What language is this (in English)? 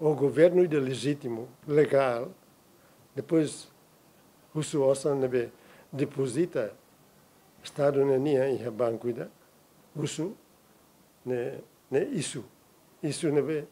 Tetum